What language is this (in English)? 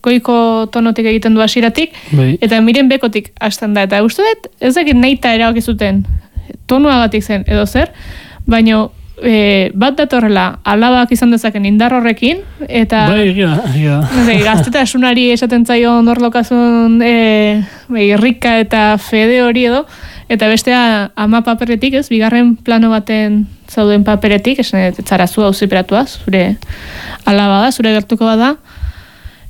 Basque